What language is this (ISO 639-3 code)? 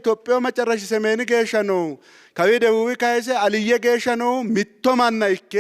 sid